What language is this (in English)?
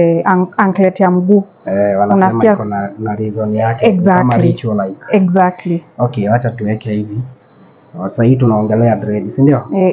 Swahili